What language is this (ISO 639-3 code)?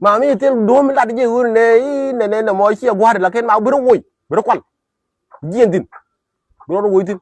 nus